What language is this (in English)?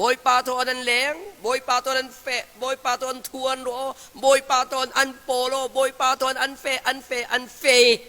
Falam Chin